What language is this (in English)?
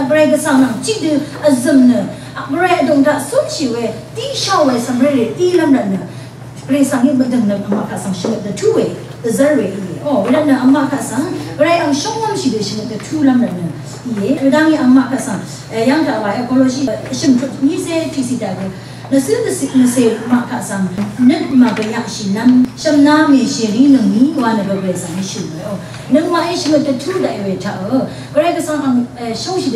Rawang